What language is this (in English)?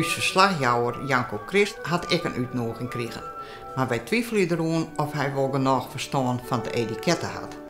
Western Frisian